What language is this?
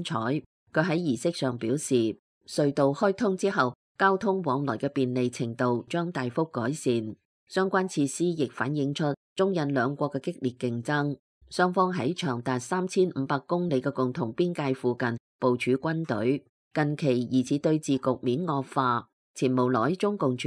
Cantonese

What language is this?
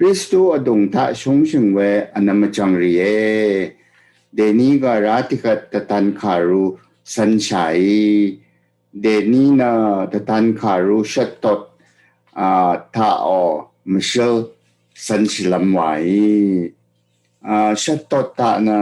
Rawang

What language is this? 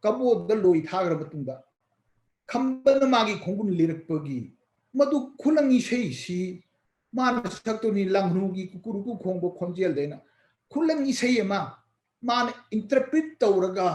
Manipuri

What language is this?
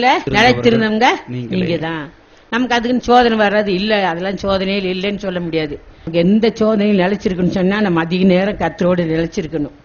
Tamil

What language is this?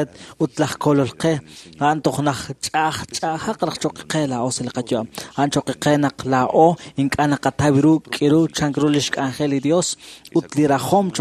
Kekchí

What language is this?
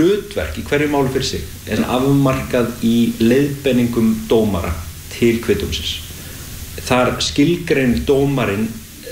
Icelandic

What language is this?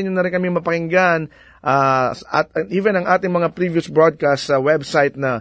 Filipino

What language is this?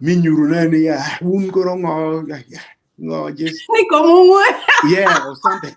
Acoli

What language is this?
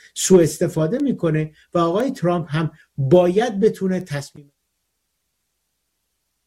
Persian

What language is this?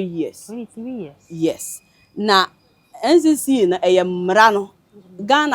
Akan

